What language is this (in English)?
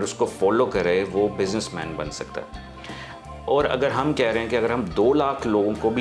Urdu